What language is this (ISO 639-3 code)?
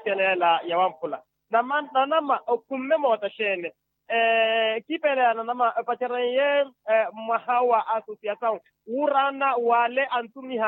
vmw